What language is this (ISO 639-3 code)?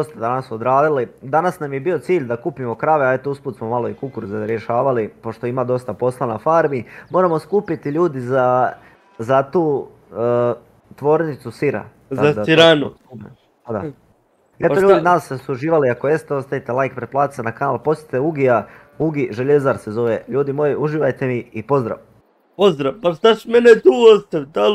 hrv